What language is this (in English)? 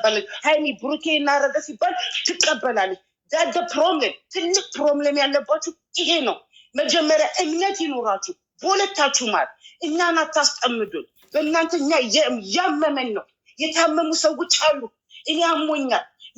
Amharic